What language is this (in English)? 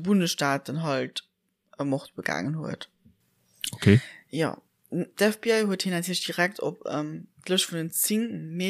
Luxembourgish